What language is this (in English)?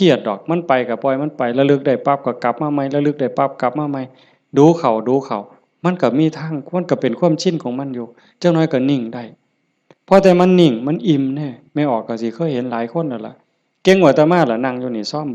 Northeastern Thai